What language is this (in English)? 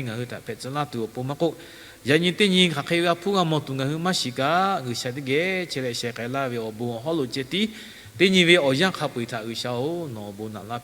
Lahu